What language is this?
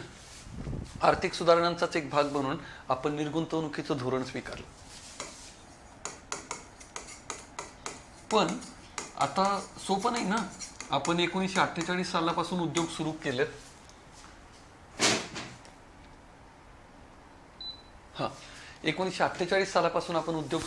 Marathi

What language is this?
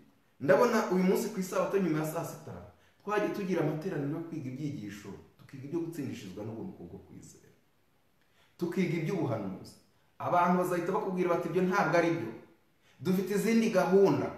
Kinyarwanda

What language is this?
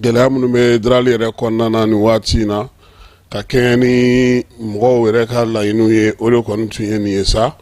Bambara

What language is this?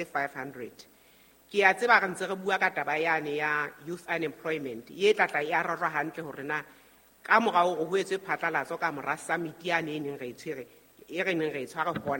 Southern Sotho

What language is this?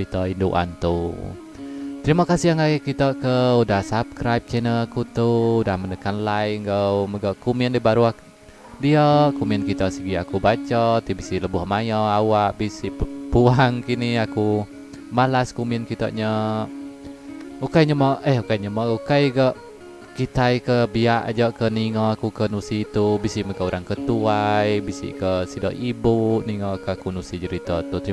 Iban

